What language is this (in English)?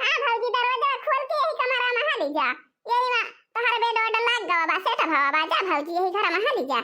Awadhi